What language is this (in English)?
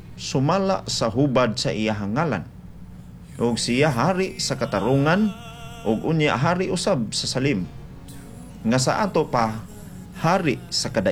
Cebuano